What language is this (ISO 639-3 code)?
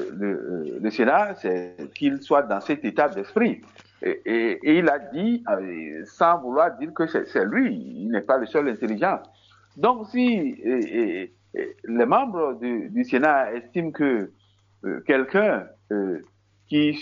fra